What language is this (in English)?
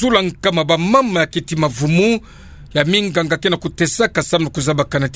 Kituba (Democratic Republic of Congo)